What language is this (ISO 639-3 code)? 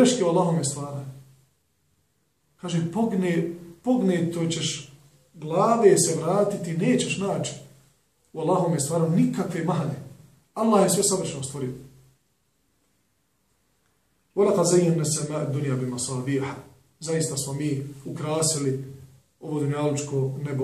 bos